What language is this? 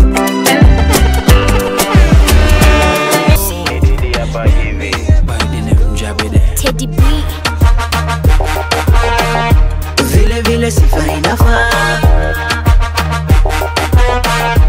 Swahili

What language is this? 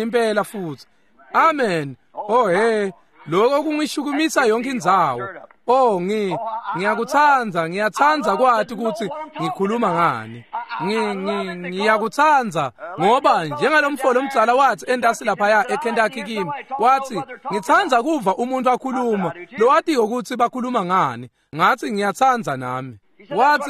Swati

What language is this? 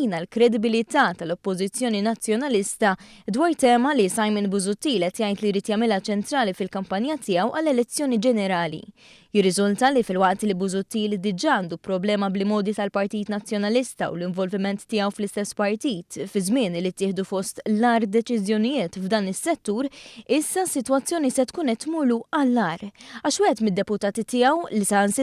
Maltese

